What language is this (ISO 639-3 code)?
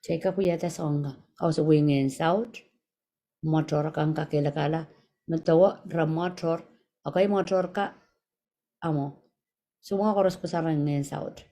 pon